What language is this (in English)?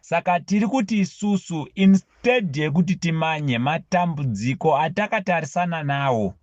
Shona